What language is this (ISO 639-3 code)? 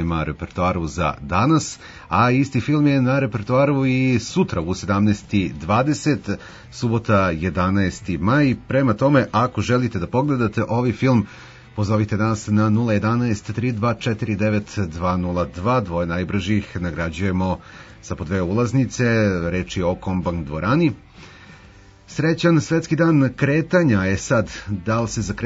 srp